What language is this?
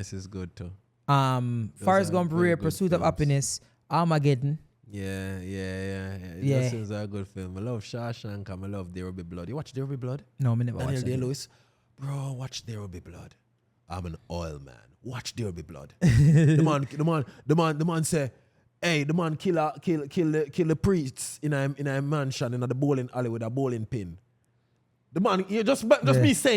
Jamaican Creole English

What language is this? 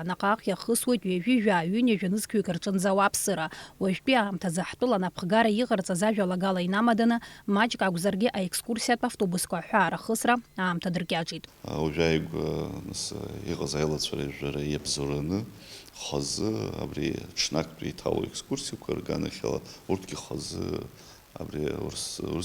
Abkhazian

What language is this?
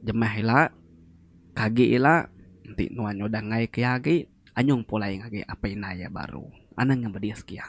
Iban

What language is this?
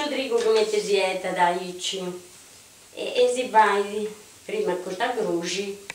Sardinian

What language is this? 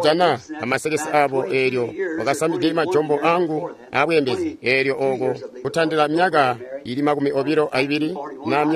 Tonga (Zambia)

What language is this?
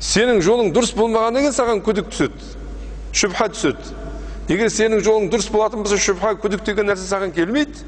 Kazakh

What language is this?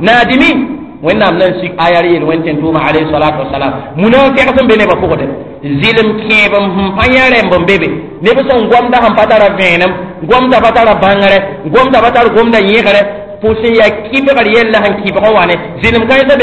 Mossi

